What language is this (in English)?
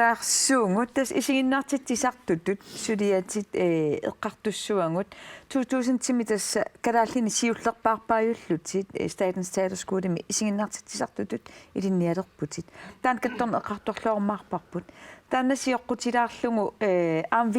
Kalaallisut